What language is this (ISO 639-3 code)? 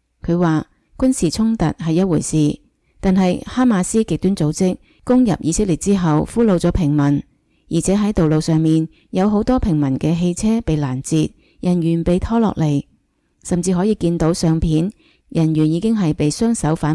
yue